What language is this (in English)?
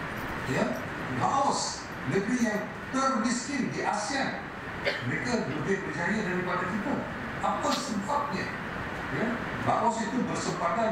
Malay